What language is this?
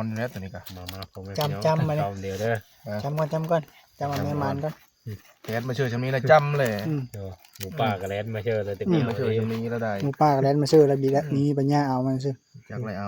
Northeastern Thai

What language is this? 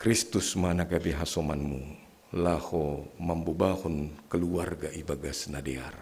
Batak Simalungun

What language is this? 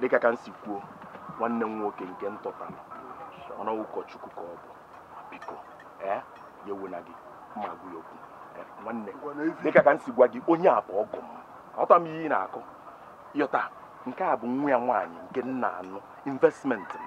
Igbo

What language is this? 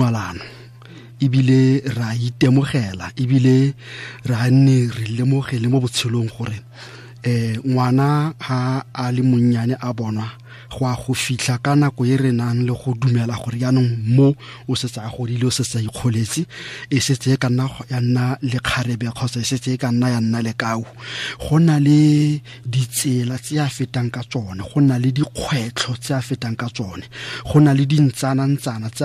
Tswana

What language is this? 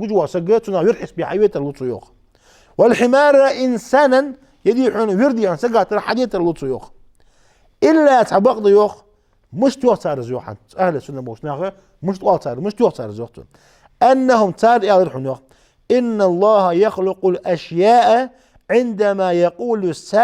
Ingush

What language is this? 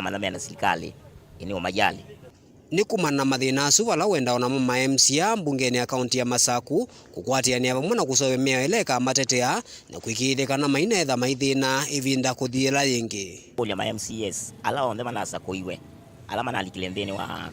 Kamba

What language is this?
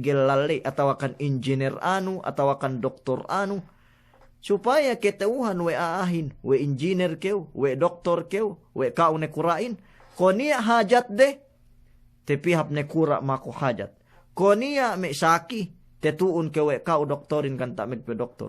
Yakan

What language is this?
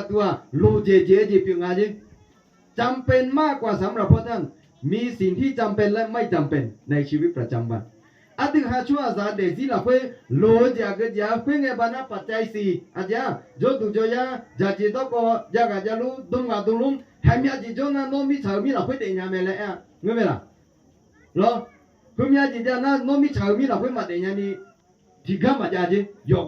Akha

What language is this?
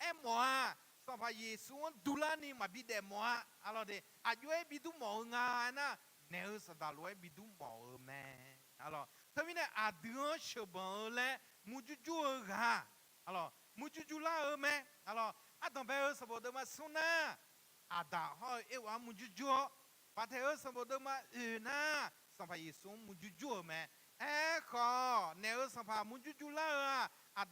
Akha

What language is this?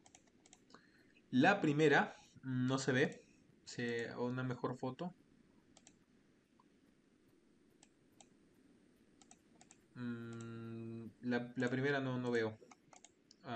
Spanish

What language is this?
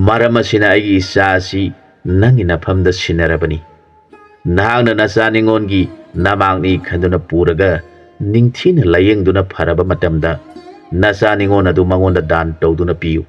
Manipuri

